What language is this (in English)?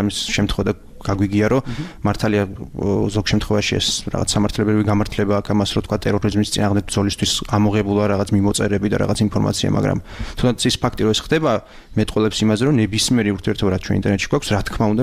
Georgian